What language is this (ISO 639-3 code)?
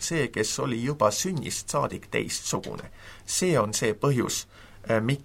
est